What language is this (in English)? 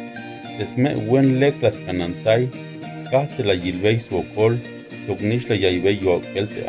Tzeltal